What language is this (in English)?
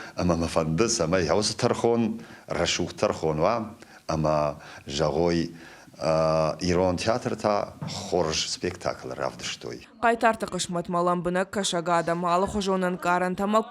Ossetic